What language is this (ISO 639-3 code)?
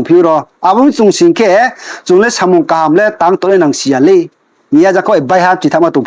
ria